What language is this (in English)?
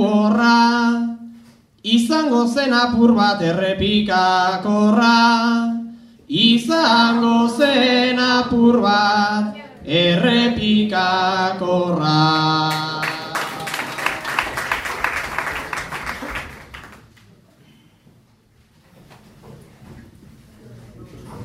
Basque